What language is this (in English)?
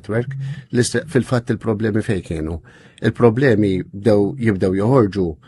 Maltese